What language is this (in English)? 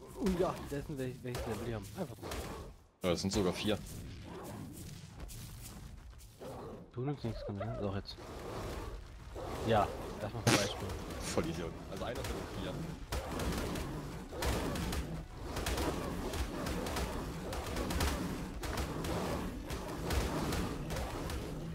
German